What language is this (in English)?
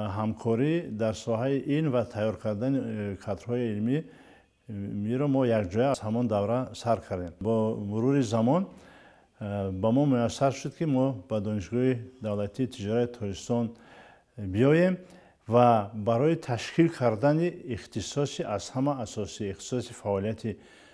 Tajik